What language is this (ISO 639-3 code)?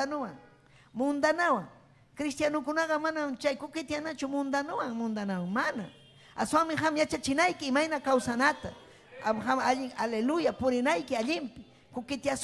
quy